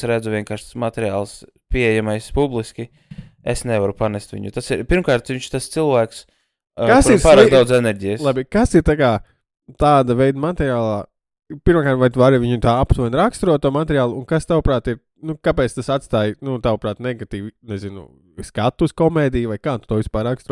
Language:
Latvian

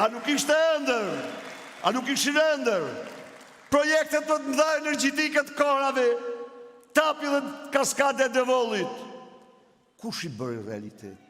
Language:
Albanian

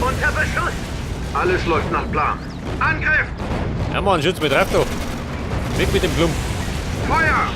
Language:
Bavarian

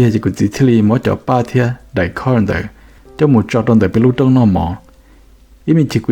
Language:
Hmong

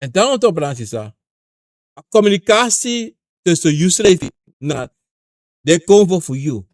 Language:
Sranan Tongo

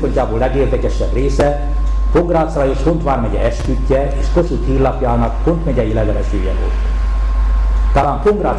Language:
Hungarian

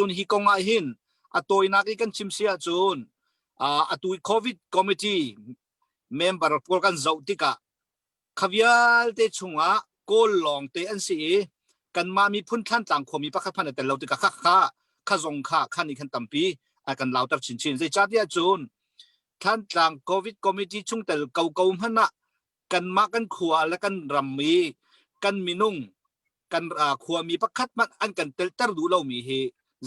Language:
Hakha Chin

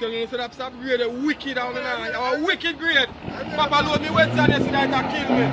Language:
Jamaican Creole English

